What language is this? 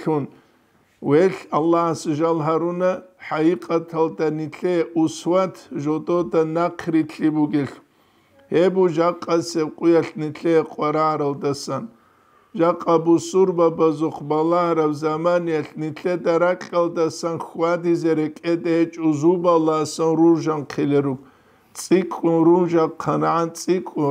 Avaric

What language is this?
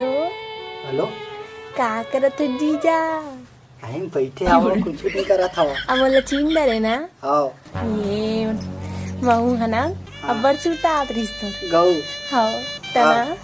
Chhattisgarhi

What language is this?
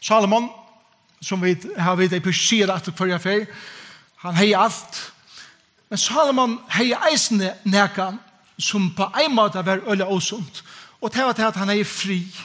Faroese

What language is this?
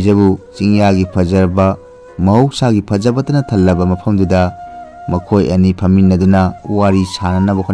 Manipuri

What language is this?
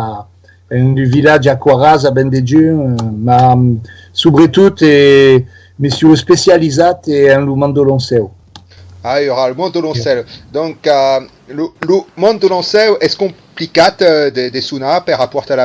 Occitan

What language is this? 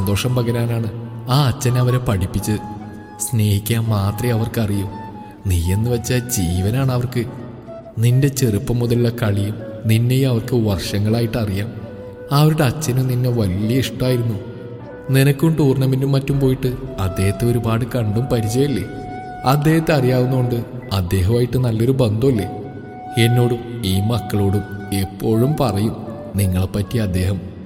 Malayalam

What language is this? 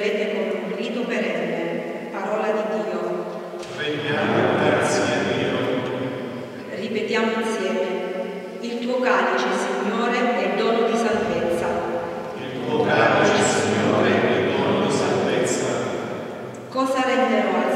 Italian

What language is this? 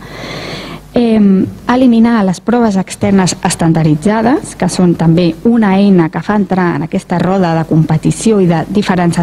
Catalan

